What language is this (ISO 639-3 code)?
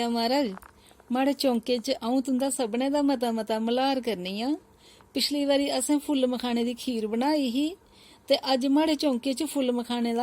doi